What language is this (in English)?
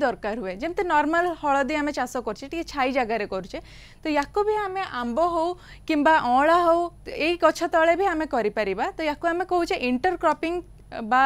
Odia